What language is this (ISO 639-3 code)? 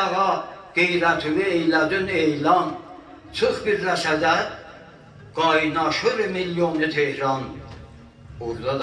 azb